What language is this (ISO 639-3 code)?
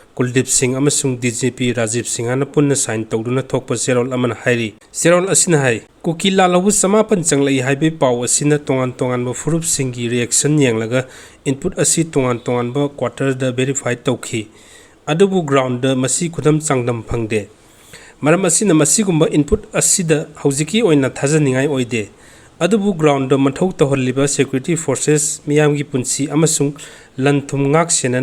mni